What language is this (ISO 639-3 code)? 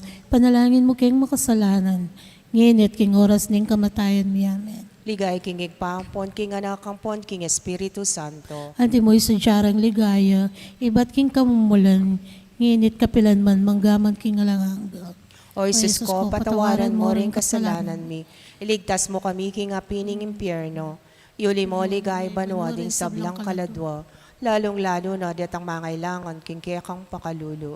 pam